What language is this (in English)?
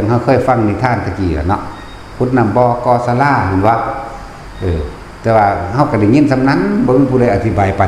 Northeastern Thai